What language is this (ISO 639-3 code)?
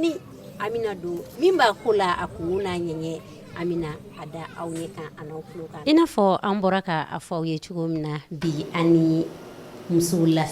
bam